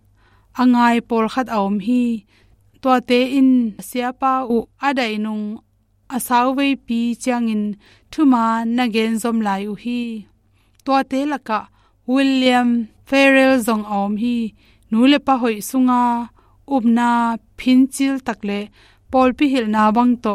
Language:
Tedim Chin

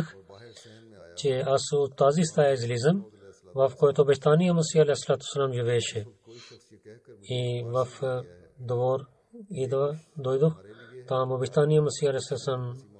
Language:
Bulgarian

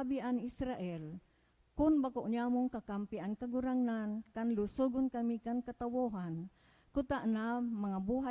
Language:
Bikol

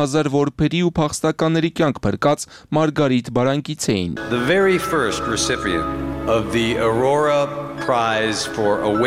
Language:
Armenian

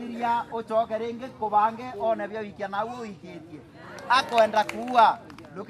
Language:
Meru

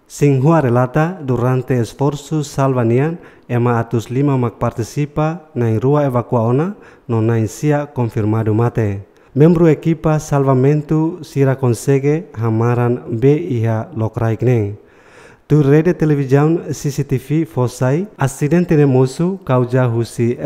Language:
Tetum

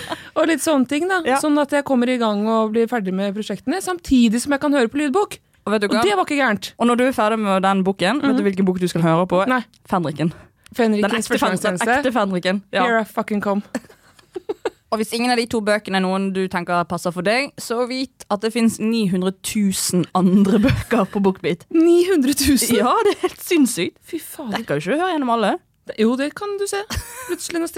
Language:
Norwegian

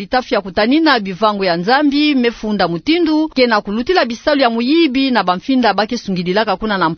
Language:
Kituba (Democratic Republic of Congo)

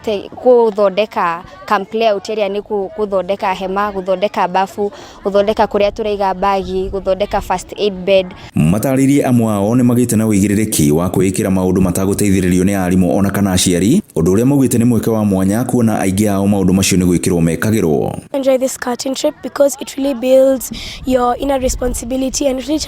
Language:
Kikuyu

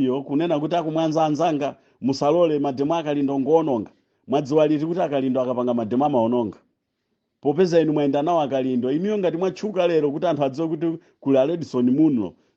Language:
Nyanja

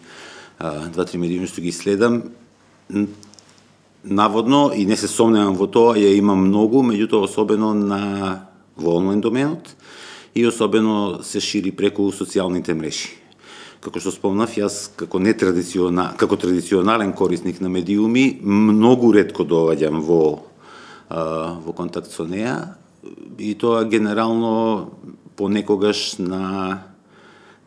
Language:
Macedonian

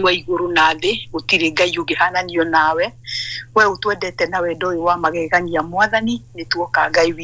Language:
Kikuyu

